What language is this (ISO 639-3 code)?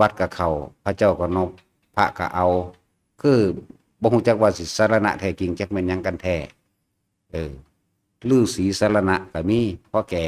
tts